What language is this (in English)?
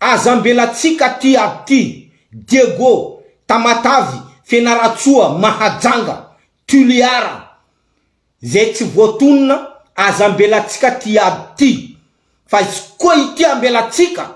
Malagasy